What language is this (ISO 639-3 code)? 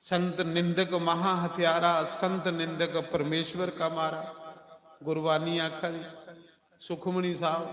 doi